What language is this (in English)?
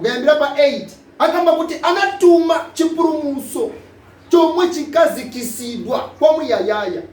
Nyanja